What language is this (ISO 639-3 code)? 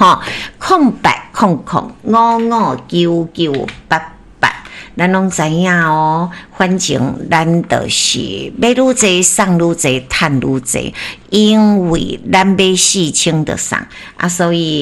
nan